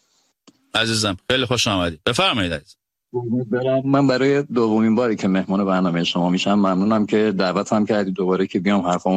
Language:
Persian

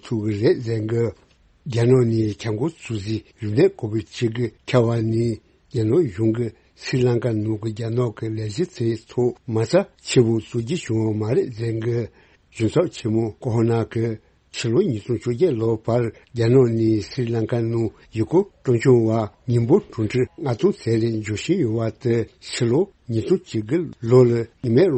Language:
Tibetan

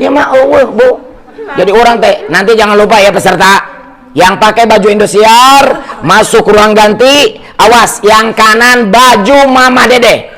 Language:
Sundanese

